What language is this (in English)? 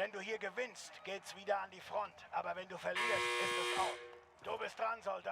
Bavarian